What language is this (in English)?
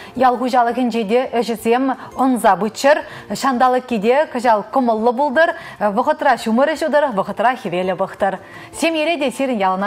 Chuvash